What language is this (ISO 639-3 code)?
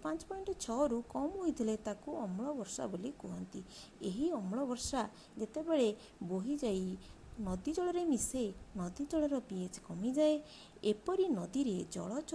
ori